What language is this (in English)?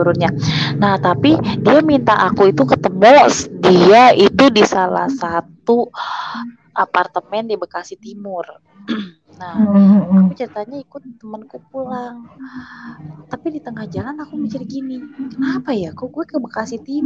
Indonesian